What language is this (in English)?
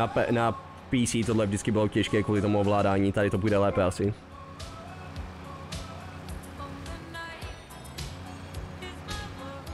Czech